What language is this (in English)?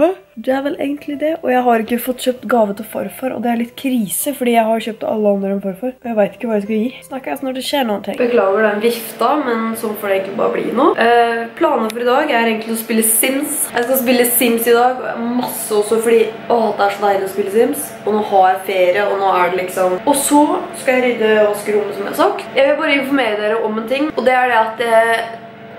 Norwegian